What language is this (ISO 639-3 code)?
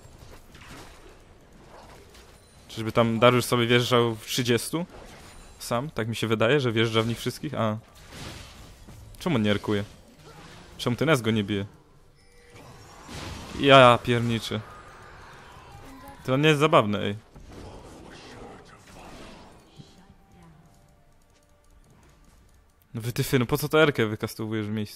pol